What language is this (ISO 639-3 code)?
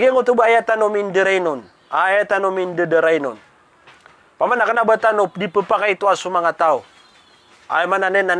mrw